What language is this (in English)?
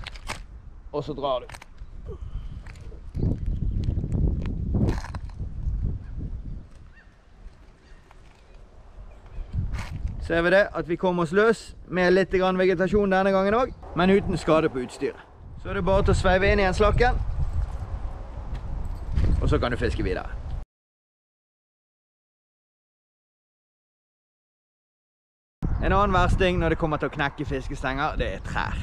Norwegian